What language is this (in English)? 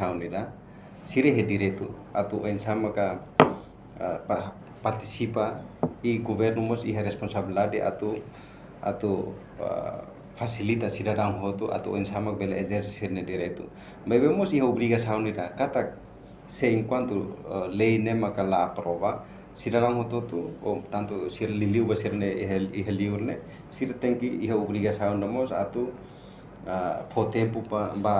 Tetum